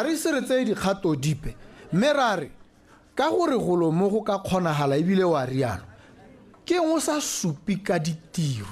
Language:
Tswana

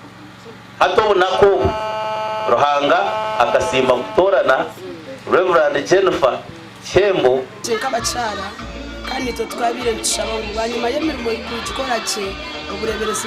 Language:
Nyankole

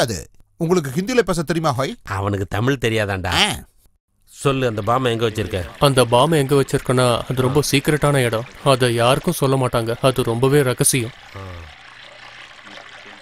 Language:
Tamil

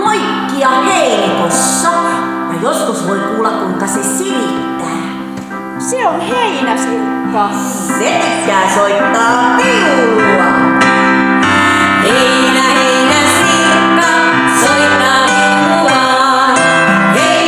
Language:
Finnish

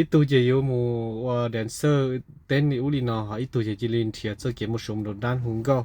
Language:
Hmong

